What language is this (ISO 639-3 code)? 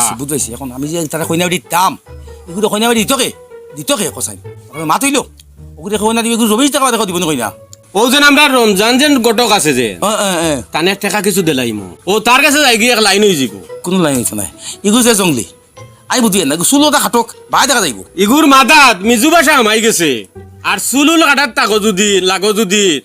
syl